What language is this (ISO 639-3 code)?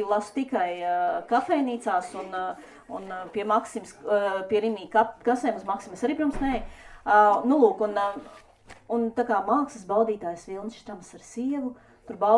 lav